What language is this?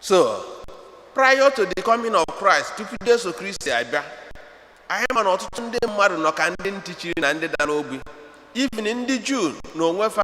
Igbo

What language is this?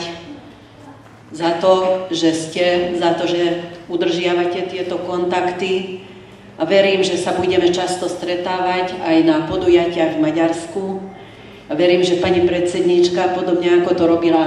Slovak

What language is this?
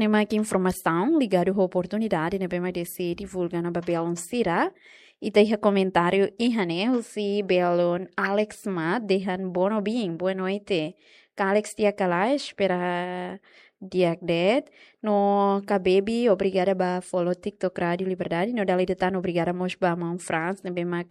Tetum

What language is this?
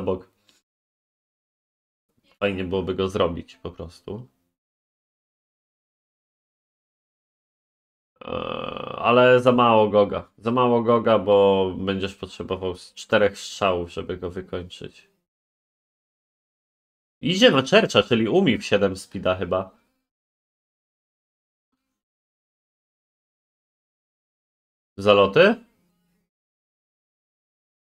Polish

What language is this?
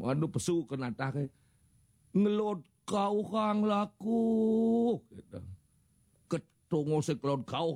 Balinese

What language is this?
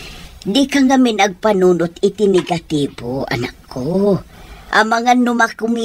Iloko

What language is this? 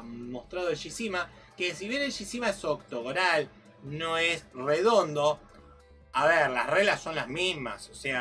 Spanish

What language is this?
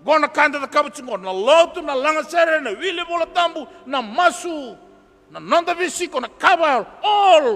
Fijian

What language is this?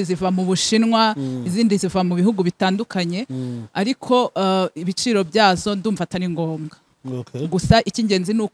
Kinyarwanda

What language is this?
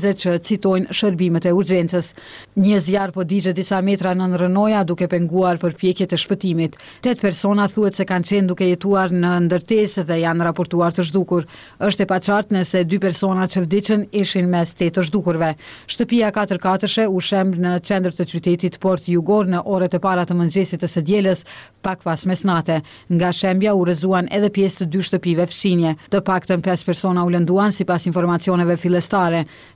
Albanian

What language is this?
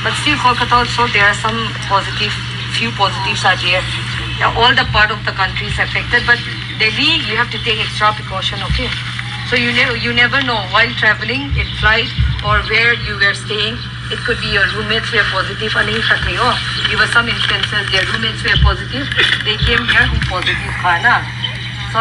Paite Chin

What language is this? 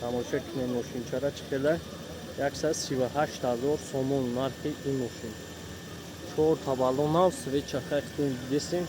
Tajik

